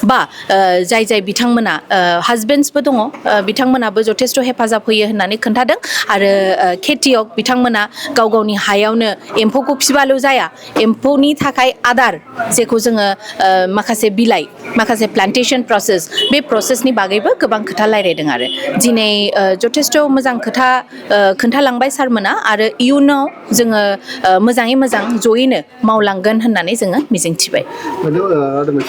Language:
Bodo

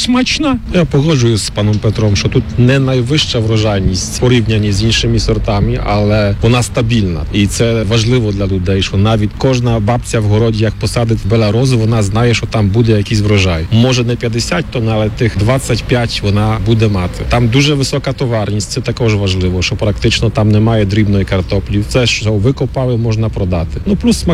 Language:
Ukrainian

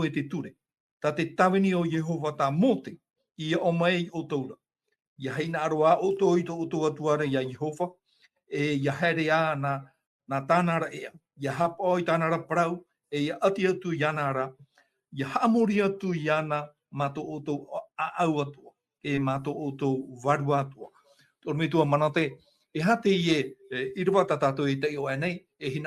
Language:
Tahitian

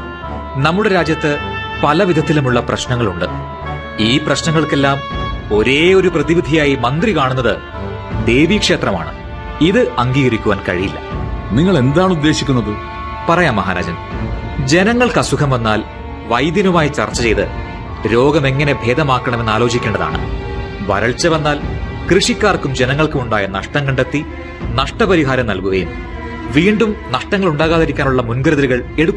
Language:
Malayalam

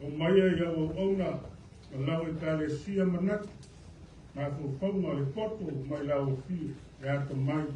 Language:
Samoan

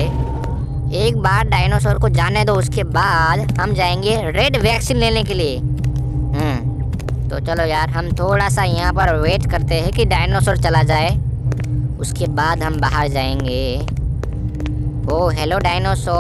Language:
Hindi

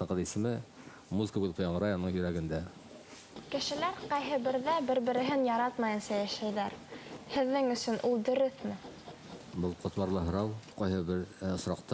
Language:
Bashkir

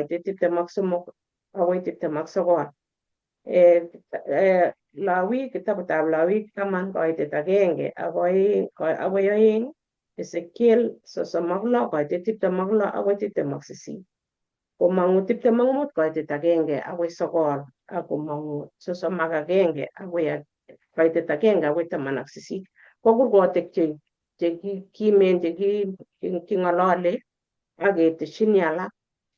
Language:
Kalenjin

